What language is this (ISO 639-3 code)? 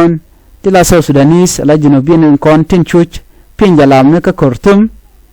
nus